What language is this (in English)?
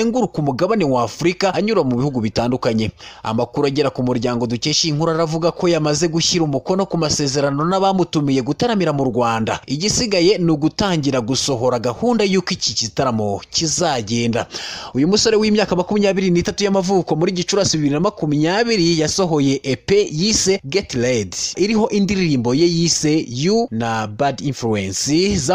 Kinyarwanda